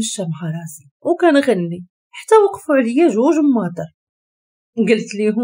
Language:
Moroccan Arabic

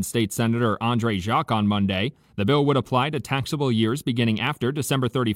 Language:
English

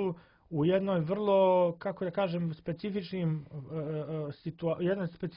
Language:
Serbian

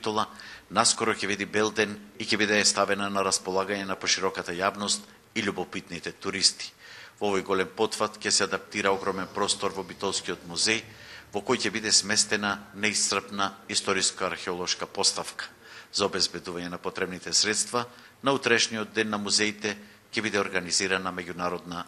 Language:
Macedonian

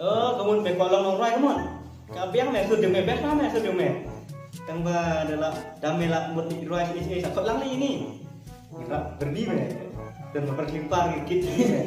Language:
Khasi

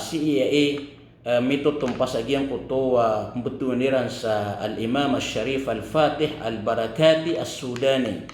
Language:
Maranao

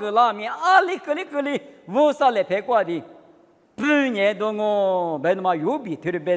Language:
Lisu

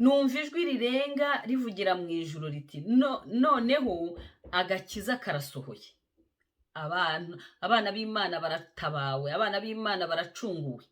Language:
Kinyarwanda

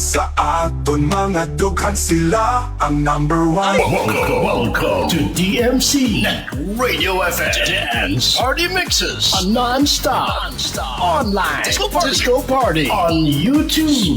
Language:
Hiligaynon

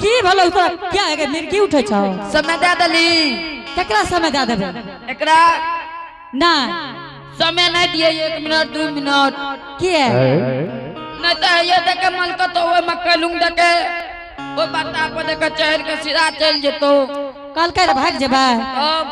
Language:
Angika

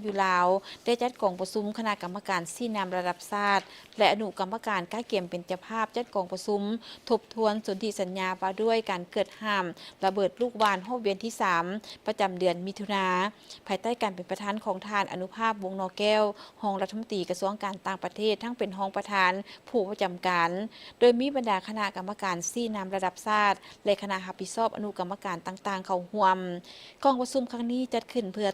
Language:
Lao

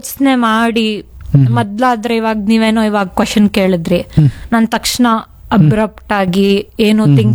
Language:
Kannada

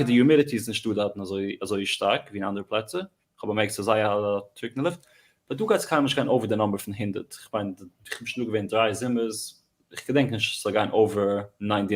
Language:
Yiddish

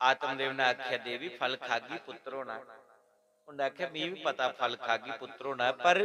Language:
Dogri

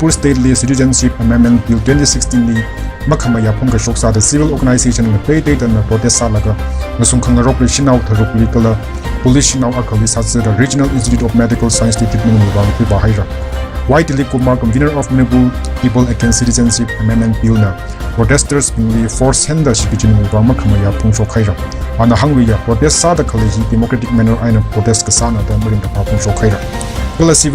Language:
Tangkhul Naga (India)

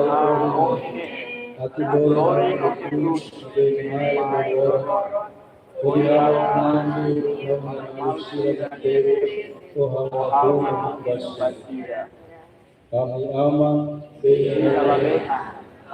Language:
Tetum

